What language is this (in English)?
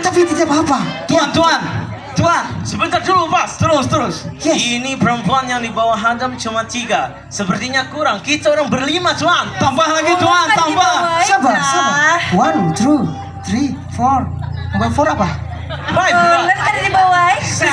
Banjar